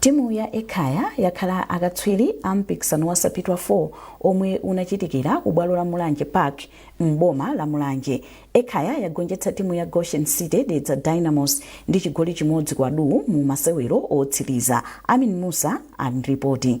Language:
Nyanja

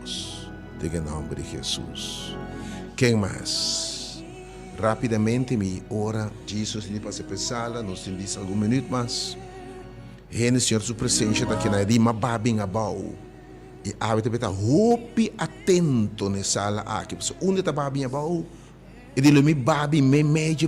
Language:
Papiamento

